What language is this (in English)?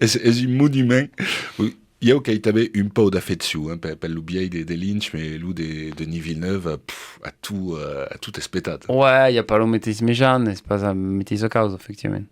Occitan